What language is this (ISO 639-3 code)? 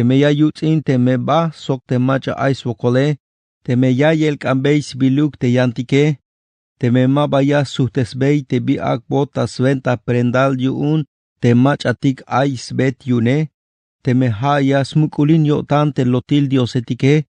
tzh